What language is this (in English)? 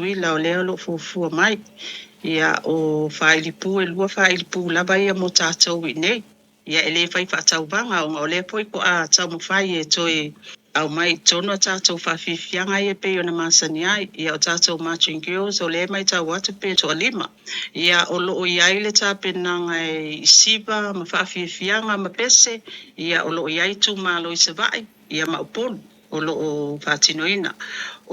Samoan